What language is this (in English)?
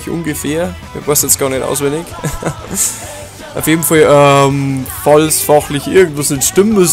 Bavarian